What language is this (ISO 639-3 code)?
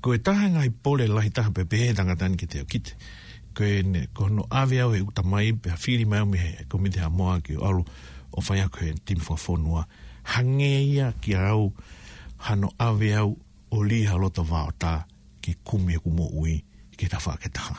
ton